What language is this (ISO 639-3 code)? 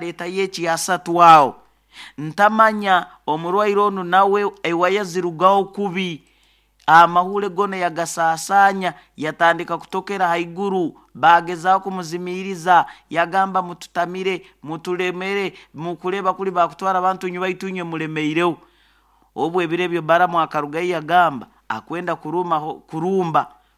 nyo